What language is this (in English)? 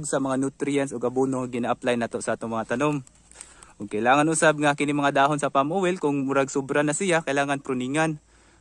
Cebuano